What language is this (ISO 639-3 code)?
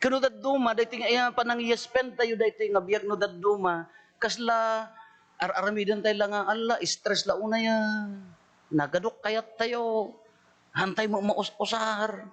ilo